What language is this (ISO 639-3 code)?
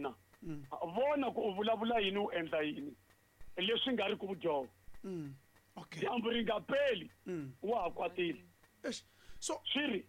tso